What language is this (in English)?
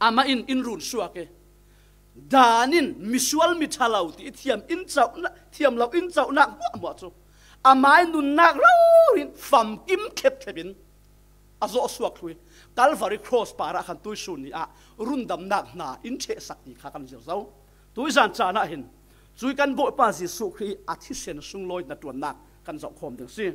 Falam Chin